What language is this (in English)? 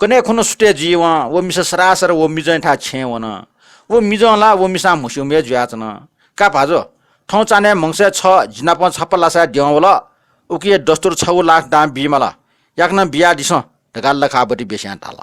Newari